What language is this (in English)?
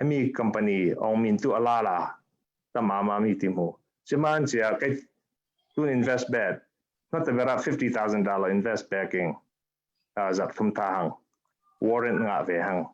Falam Chin